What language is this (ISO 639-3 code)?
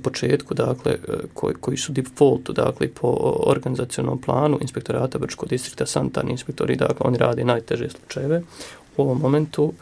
hrv